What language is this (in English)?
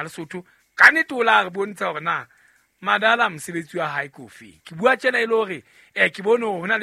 Southern Sotho